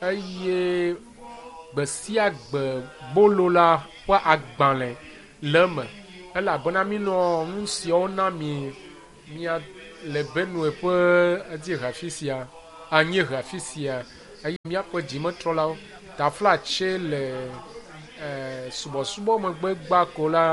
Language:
Ewe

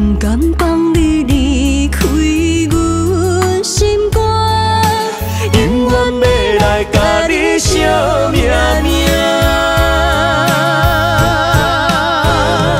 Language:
Min Nan Chinese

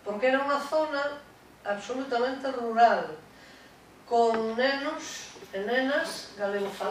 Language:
Galician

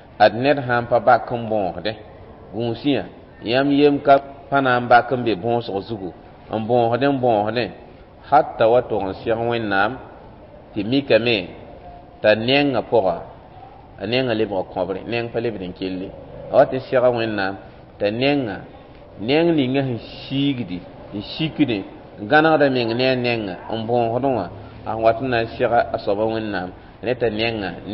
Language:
Mossi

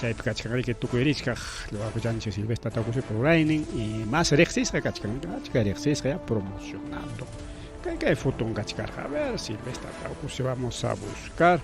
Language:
Ayacucho Quechua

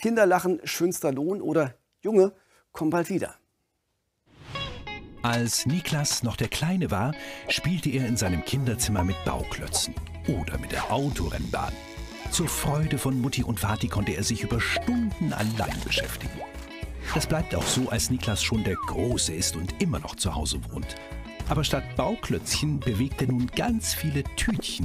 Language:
German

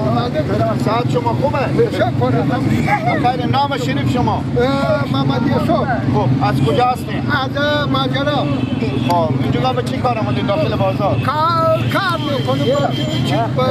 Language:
Persian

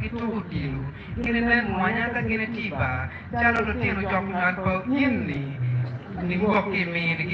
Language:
Acoli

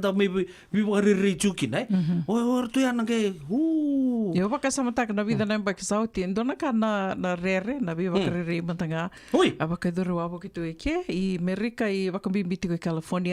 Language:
Fijian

